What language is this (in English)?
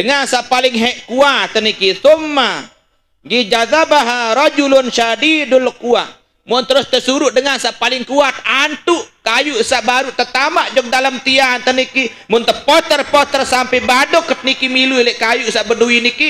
Sasak